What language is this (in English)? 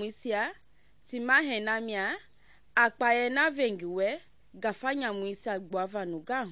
Mende